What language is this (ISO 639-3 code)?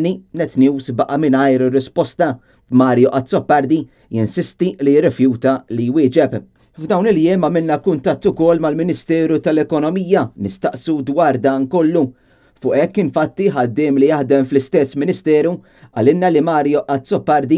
mlt